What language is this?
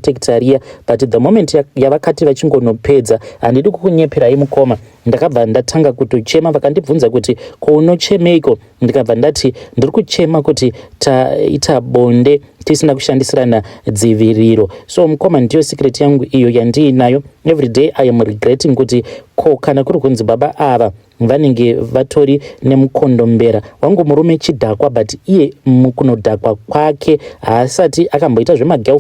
Shona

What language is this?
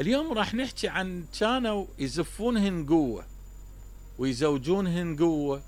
Mesopotamian Arabic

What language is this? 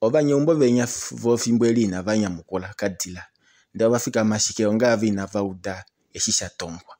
Kuanyama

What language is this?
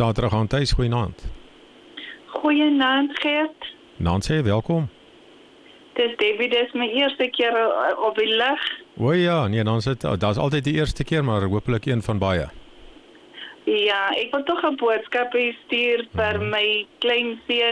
Afrikaans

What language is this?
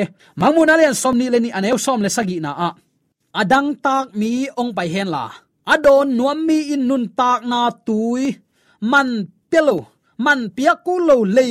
Tedim Chin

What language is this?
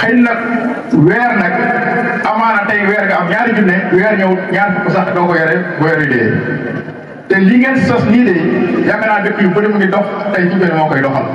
Wolof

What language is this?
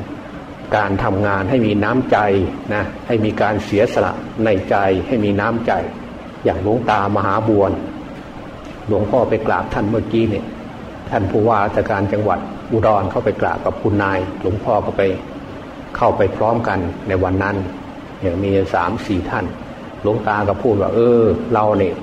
Thai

